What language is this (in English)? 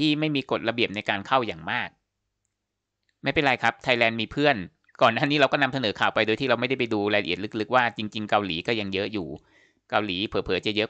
Thai